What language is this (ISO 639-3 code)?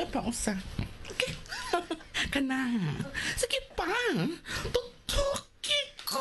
ceb